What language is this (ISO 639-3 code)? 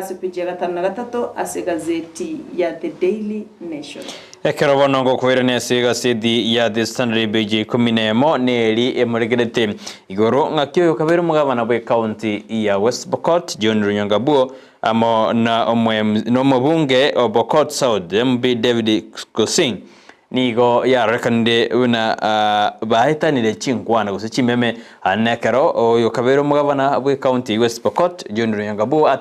guz